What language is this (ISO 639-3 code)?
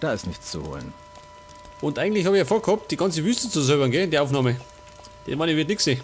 bar